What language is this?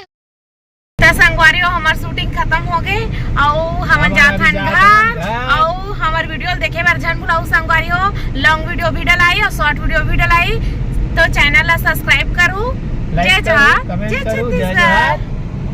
Chhattisgarhi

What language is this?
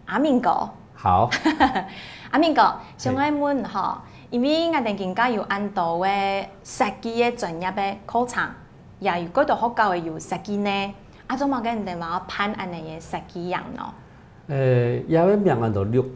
Hakka Chinese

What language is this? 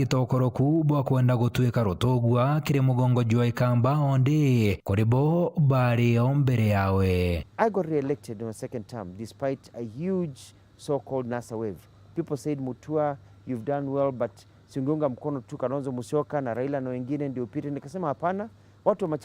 Meru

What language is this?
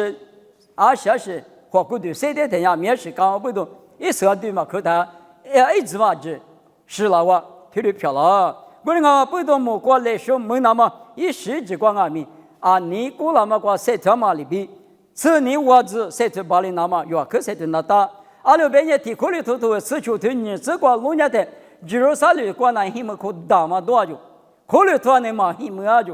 Lisu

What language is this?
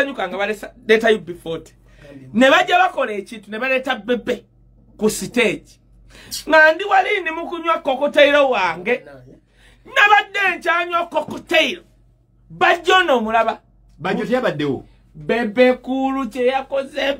Ganda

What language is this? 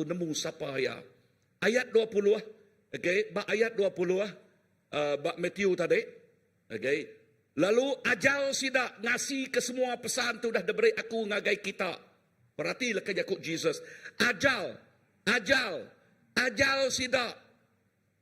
Iban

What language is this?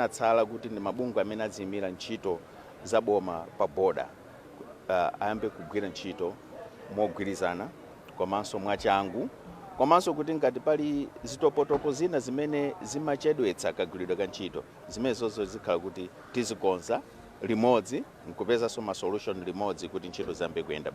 Nyanja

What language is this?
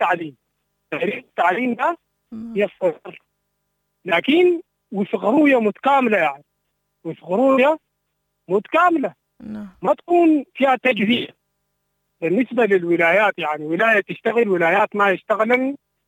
Sudanese Arabic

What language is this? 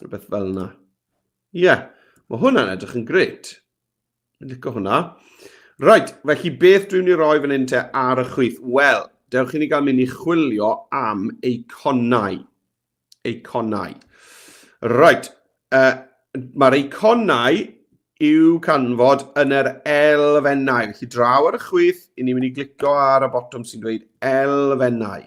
Welsh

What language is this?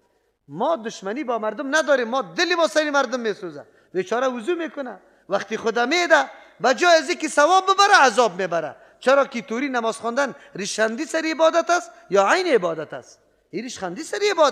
Persian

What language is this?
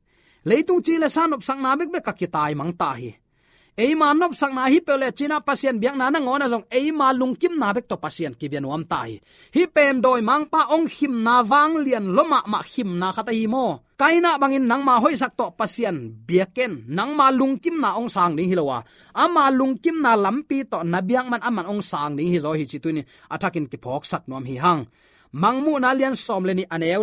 Tedim Chin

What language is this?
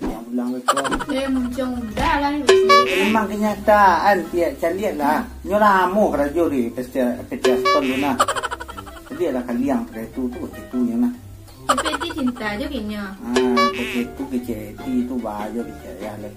Minangkabau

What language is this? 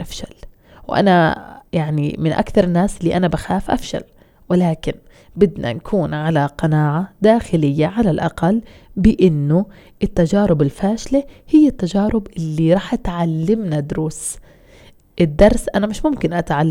North Levantine Arabic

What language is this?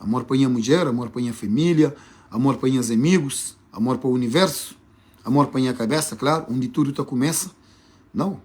Kabuverdianu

